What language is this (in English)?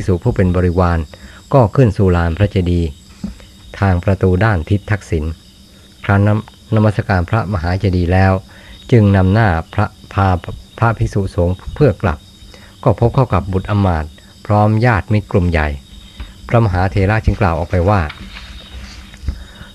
Thai